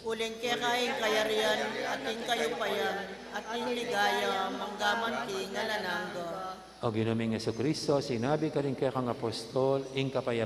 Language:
Pampanga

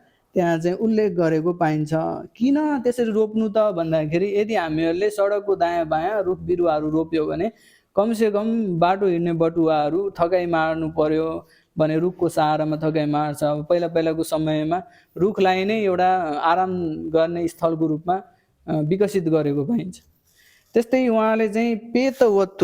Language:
Nepali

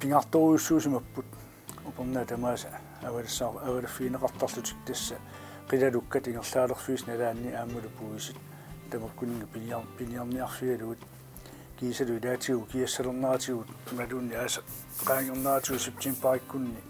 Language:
Kalaallisut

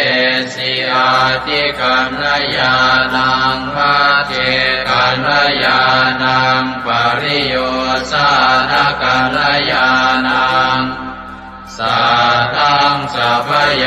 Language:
Pali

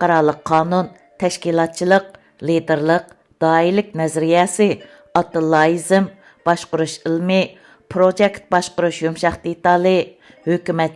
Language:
Uyghur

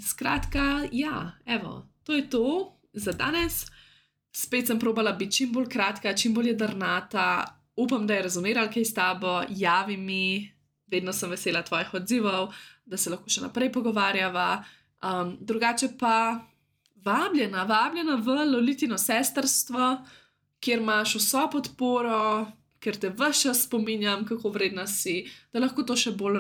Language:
Slovenian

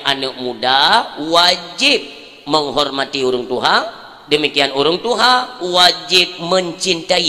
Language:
Achinese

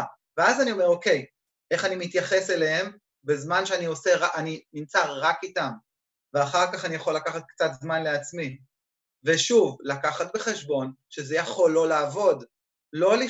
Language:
Hebrew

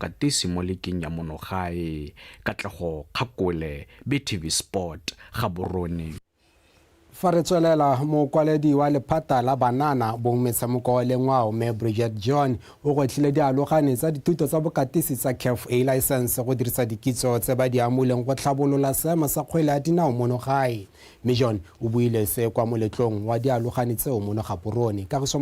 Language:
Tswana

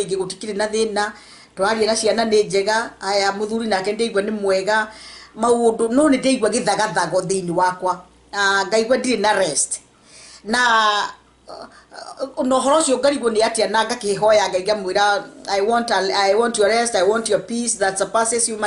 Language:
Kikuyu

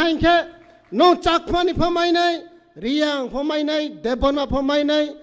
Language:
Kok Borok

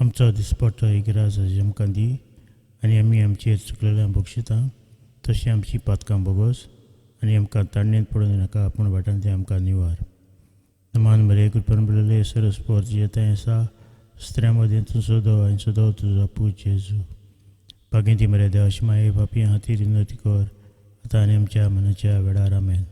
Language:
Konkani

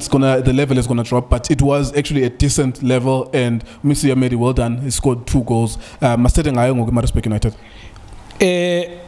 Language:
Zulu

